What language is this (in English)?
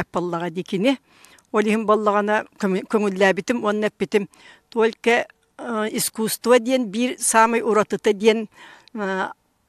Yakut